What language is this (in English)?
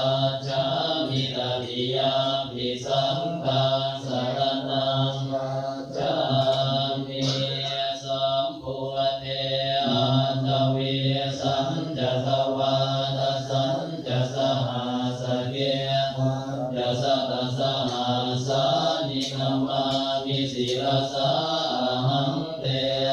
Pali